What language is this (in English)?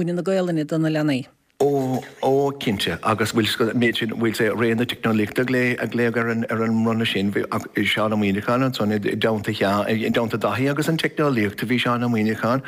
Irish